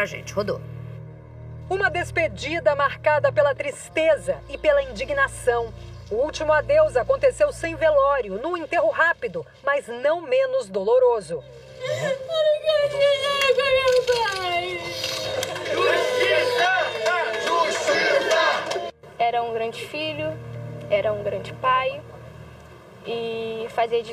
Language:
Portuguese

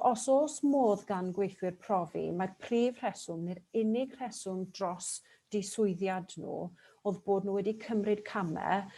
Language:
Welsh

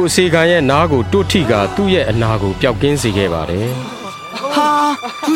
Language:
Burmese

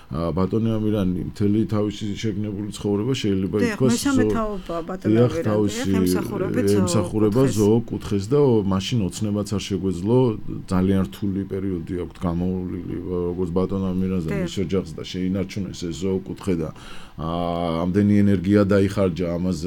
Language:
Georgian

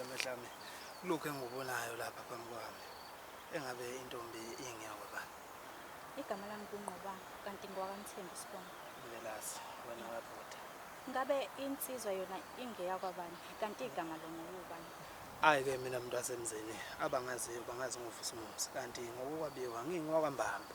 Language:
Zulu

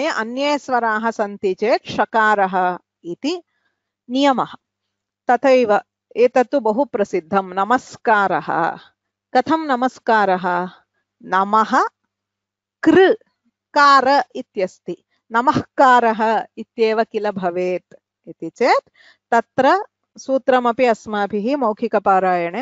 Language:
Sanskrit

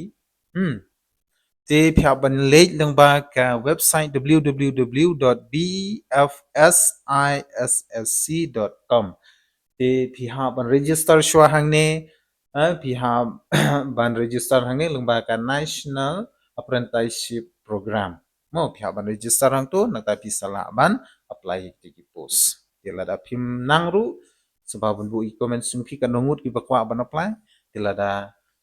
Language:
Khasi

